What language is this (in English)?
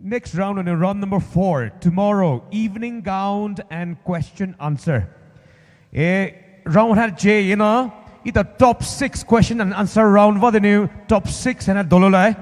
Poumei Naga